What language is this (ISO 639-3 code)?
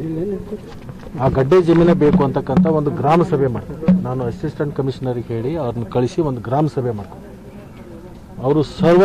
kan